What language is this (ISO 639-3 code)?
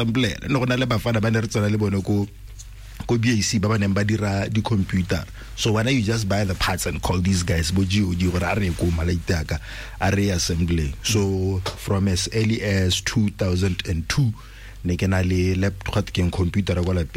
tsn